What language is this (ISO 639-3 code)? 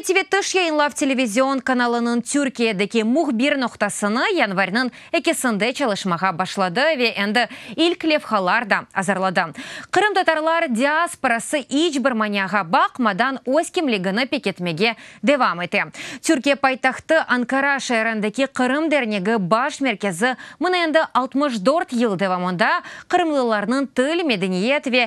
crh